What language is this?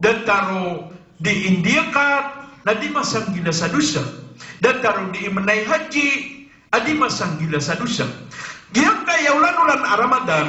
Maranao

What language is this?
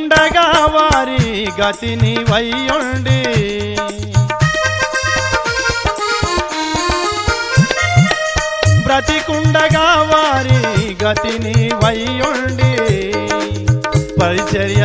Telugu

